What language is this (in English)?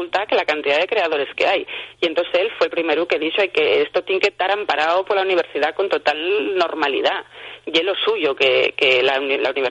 Asturian